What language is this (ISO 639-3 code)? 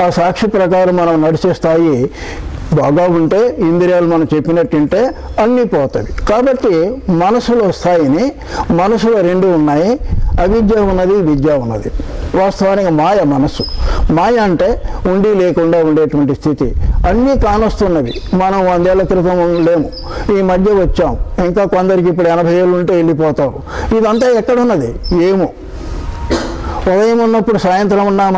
tel